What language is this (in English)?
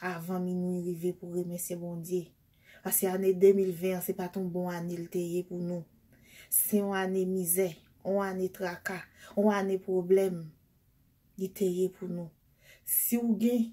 Haitian Creole